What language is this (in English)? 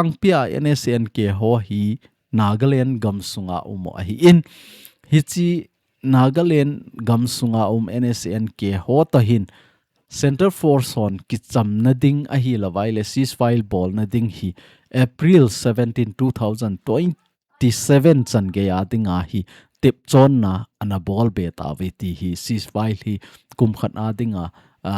Thado Chin